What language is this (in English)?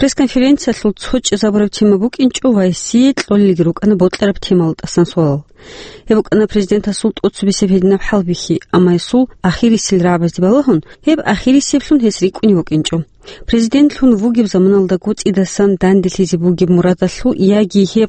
Avaric